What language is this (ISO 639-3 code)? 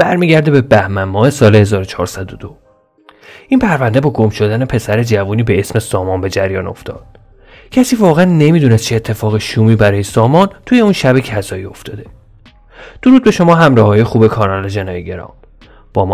fas